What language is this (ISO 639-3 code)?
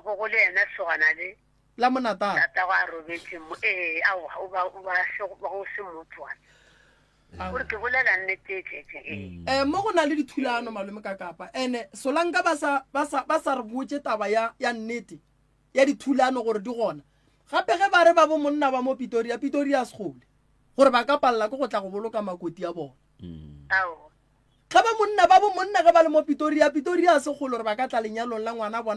nso